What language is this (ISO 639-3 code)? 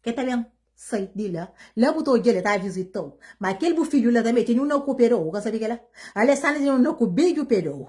kea